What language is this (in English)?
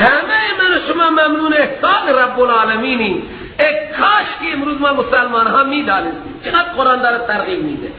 Persian